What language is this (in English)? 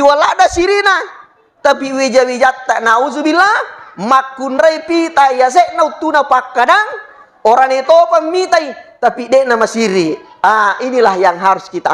Buginese